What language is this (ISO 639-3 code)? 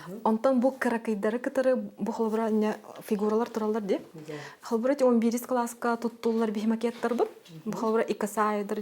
sah